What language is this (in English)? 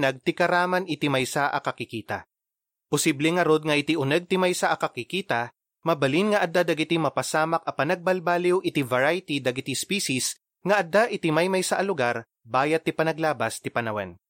Iloko